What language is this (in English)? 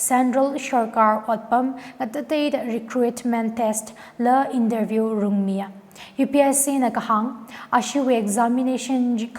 Tangkhul Naga (India)